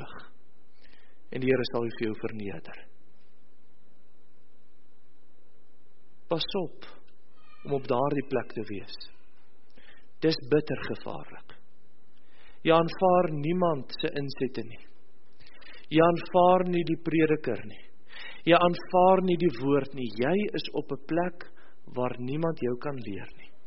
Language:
Afrikaans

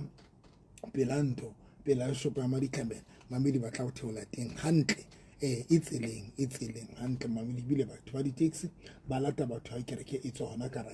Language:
Southern Sotho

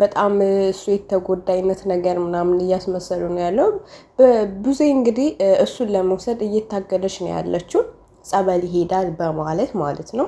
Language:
Amharic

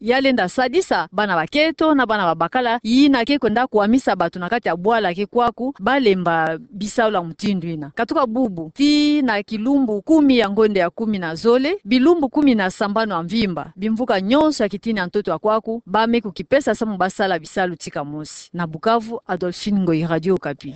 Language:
Kituba (Democratic Republic of Congo)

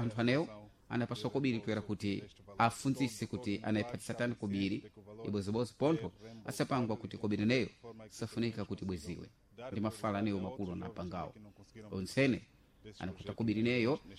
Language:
Sena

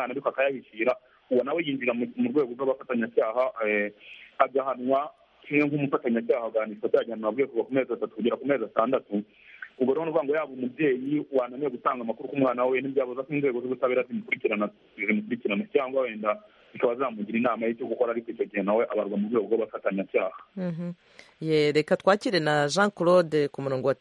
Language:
Kinyarwanda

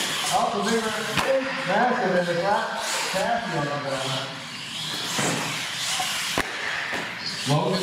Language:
English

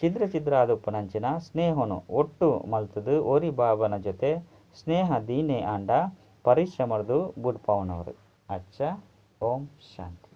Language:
Tulu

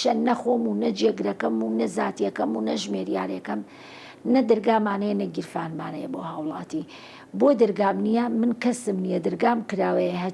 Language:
Central Kurdish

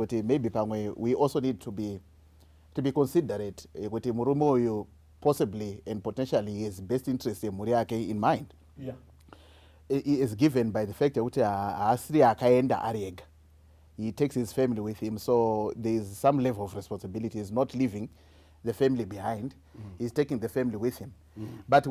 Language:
Shona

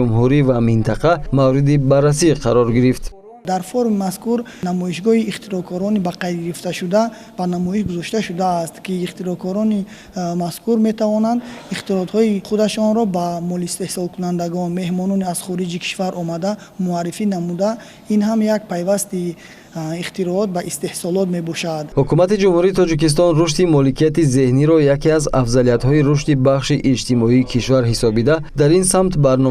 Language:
Tajik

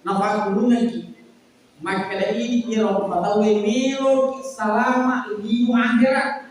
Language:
Buginese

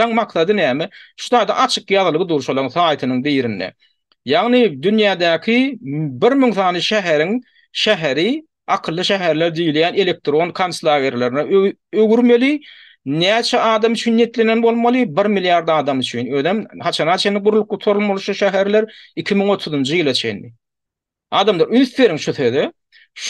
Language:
Turkmen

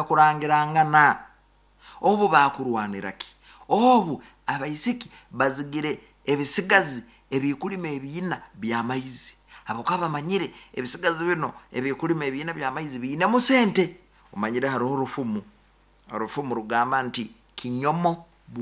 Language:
Nyoro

